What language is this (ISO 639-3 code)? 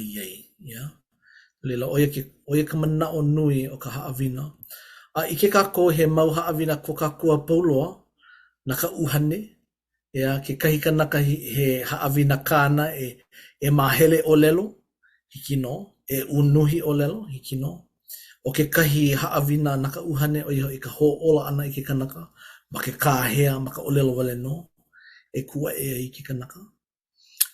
haw